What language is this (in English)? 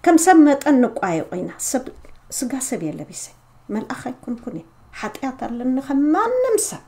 Tigrinya